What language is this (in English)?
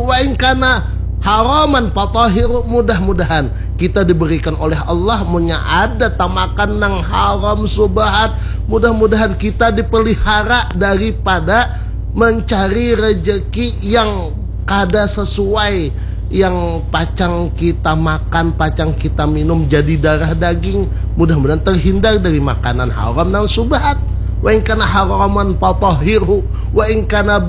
Banjar